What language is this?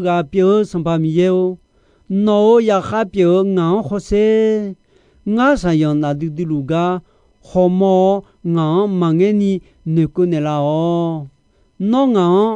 Akha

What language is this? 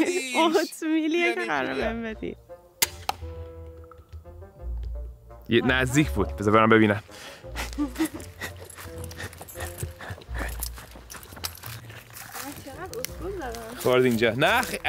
Persian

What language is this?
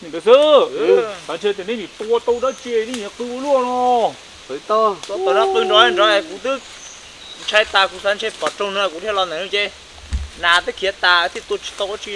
Hmong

